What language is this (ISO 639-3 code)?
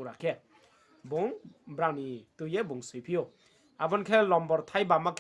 ria